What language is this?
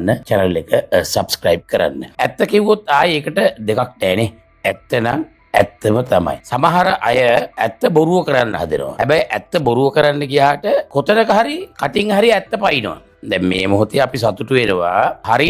Sinhala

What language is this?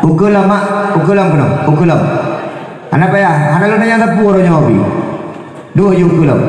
Achinese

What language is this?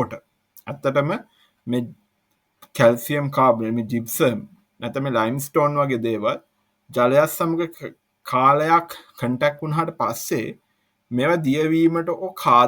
Sinhala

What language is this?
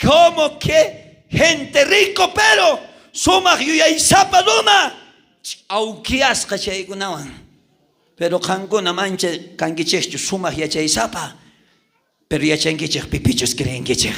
South Bolivian Quechua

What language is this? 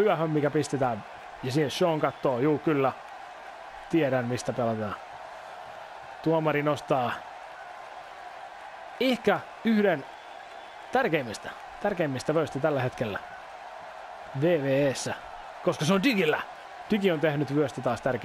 Finnish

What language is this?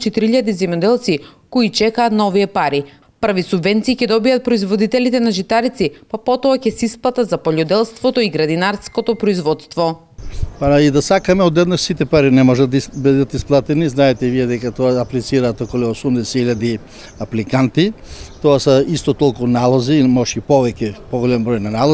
Macedonian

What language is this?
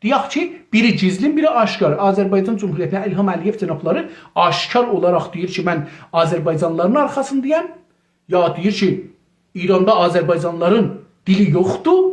South Azerbaijani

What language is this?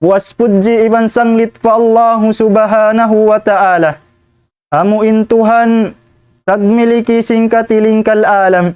Tausug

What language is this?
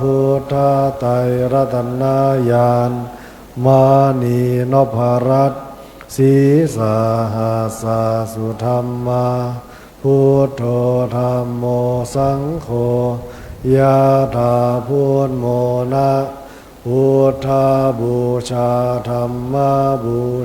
Pali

